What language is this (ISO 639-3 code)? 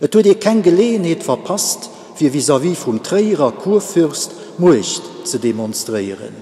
ltz